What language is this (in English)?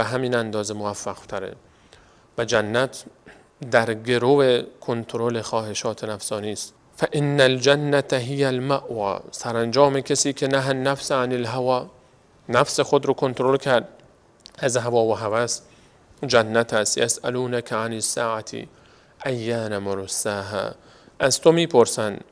Persian